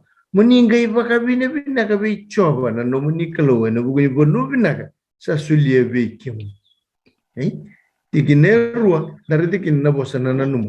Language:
Fijian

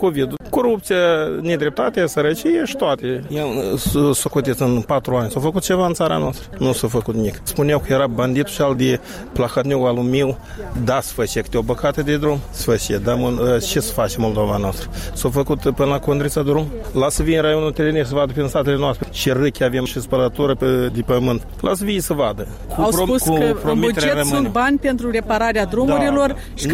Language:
Romanian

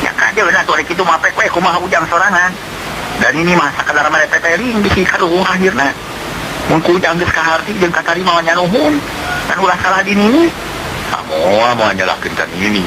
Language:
Sundanese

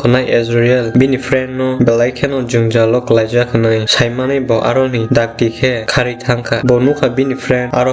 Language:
Kok Borok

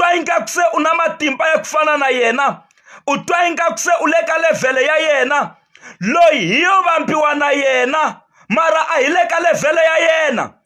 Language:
Tsonga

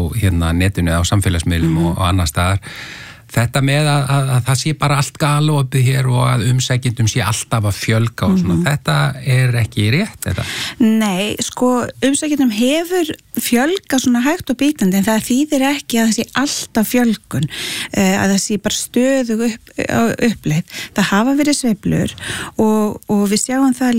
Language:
Icelandic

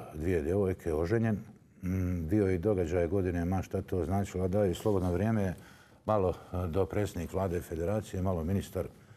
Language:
Bosnian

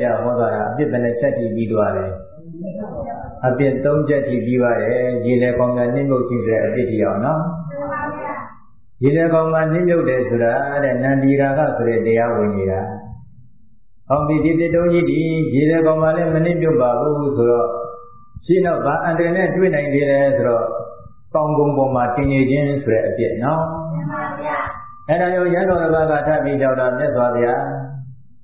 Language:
Burmese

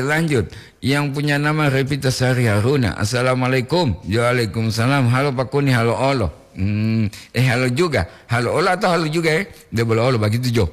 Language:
Gorontalo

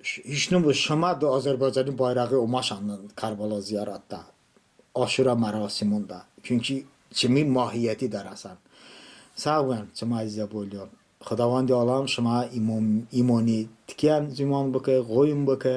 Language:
Talysh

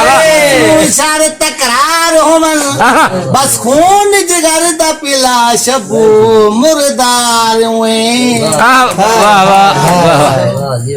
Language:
Saraiki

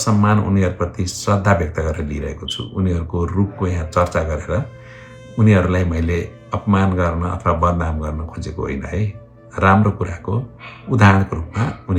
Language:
Nepali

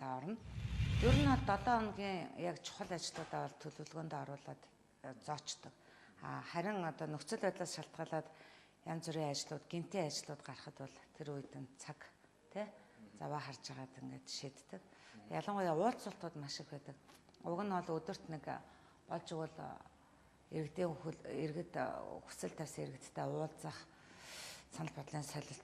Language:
Mongolian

